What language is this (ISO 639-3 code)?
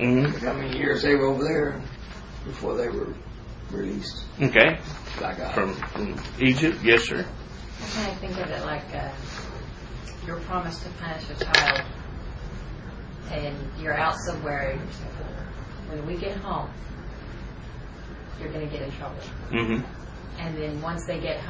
eng